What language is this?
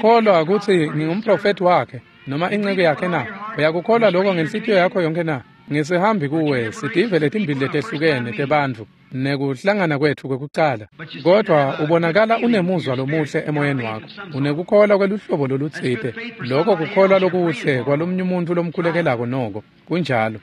Swati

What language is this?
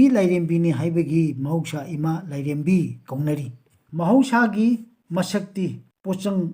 Manipuri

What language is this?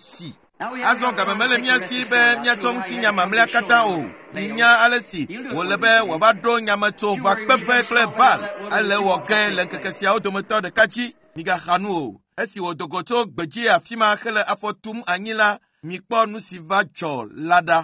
Ewe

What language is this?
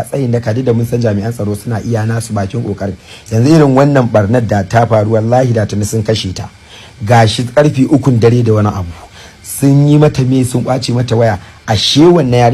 Hausa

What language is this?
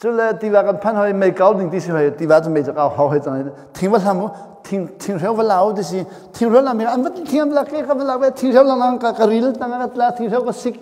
Hakha Chin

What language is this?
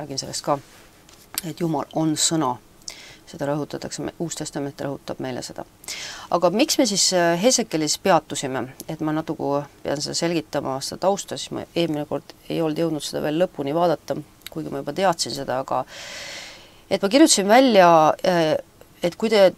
Estonian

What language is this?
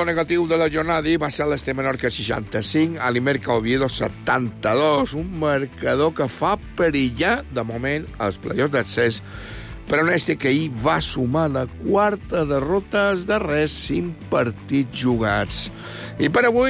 Catalan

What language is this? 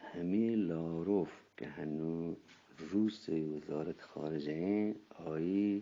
Eastern Balochi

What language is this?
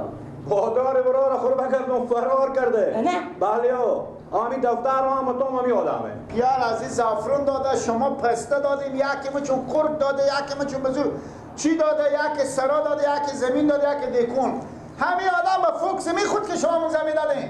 Persian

